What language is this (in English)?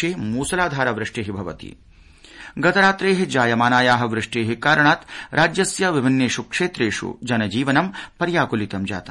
Sanskrit